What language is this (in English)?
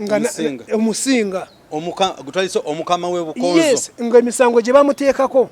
Ganda